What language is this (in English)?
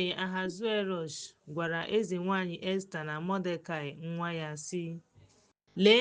Igbo